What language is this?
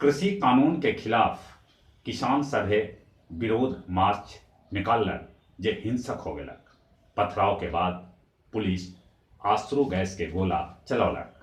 Magahi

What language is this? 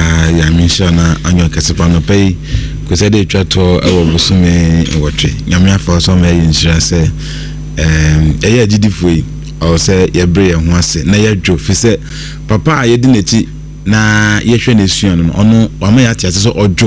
Akan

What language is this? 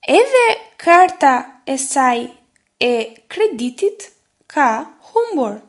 Albanian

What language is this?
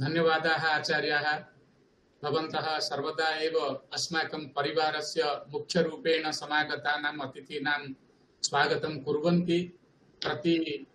Sanskrit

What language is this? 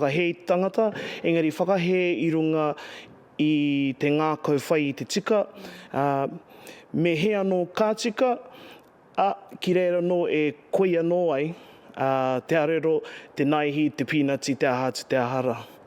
Māori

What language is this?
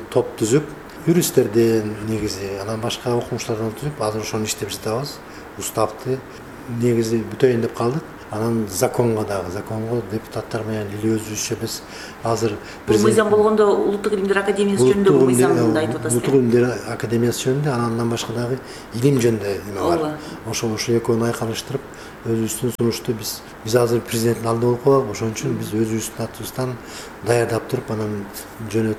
Kyrgyz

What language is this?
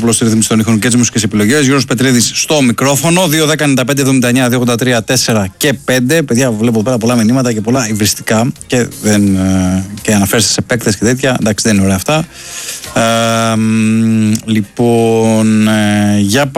Greek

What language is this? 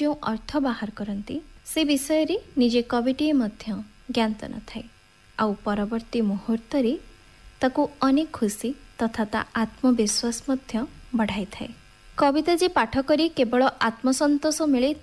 Odia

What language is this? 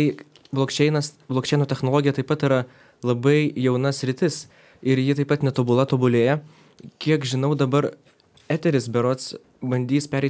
Lithuanian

